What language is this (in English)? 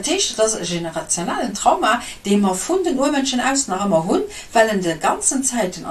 Luxembourgish